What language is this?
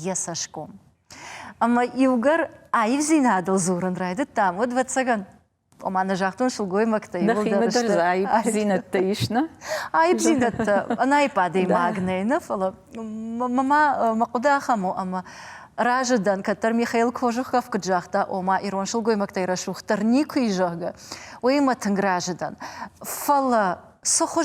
Ossetic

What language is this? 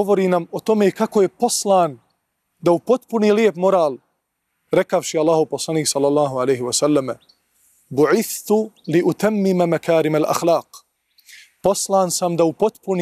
Bosnian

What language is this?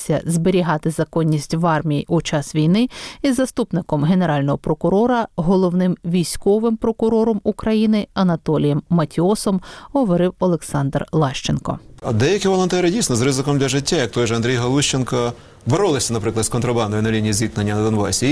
Ukrainian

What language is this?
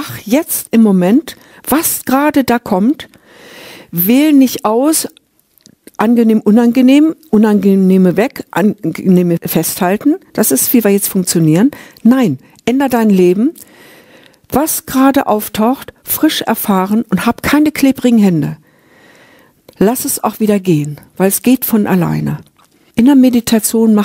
German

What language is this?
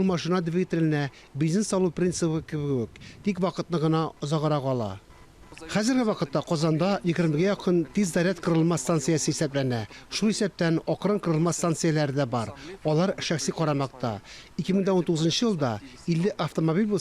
Tatar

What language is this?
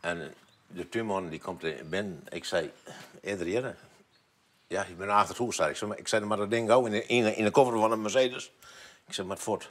Western Frisian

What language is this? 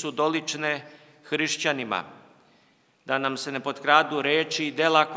Serbian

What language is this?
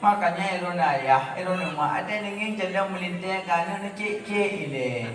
Achinese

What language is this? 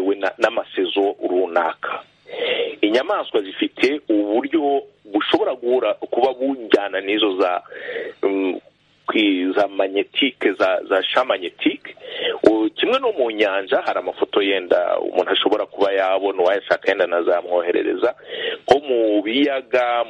Kinyarwanda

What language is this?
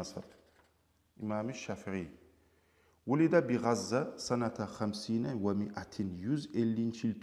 Kumyk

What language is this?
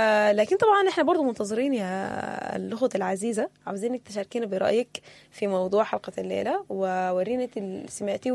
Sudanese Arabic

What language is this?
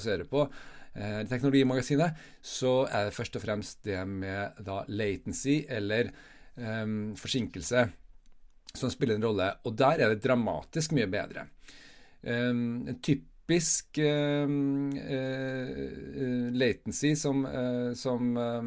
Norwegian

